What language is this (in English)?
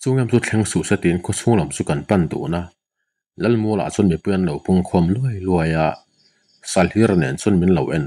Mizo